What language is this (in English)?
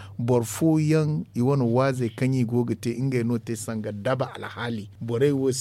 Zarma